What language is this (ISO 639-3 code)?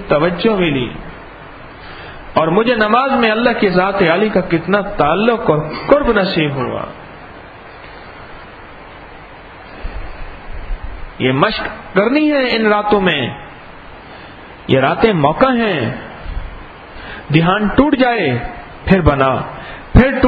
urd